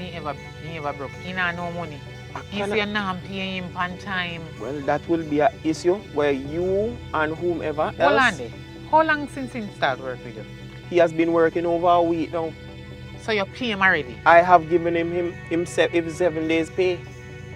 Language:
Jamaican Creole English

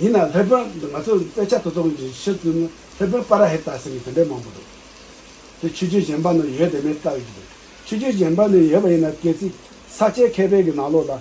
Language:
Tibetan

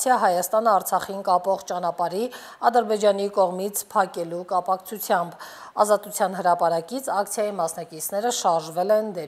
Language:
Armenian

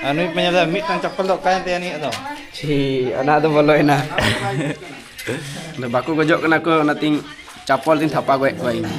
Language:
Santali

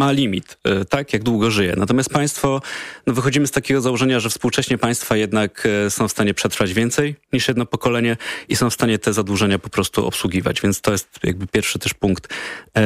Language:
Polish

